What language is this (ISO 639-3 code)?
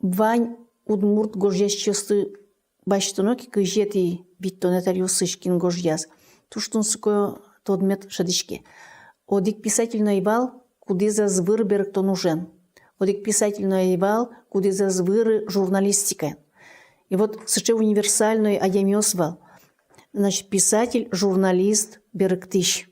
udm